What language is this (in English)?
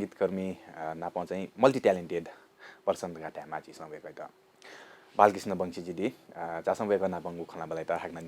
Newari